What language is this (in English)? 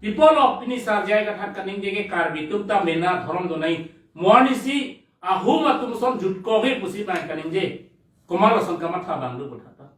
Karbi